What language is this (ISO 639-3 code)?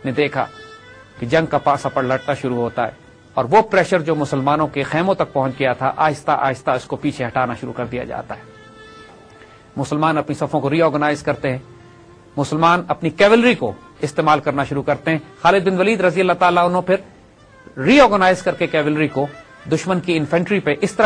urd